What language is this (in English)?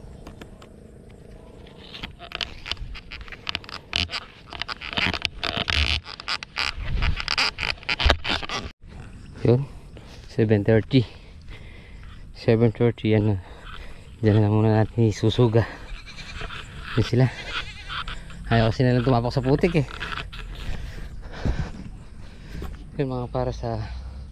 Filipino